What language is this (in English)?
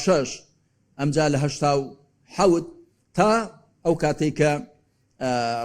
Central Kurdish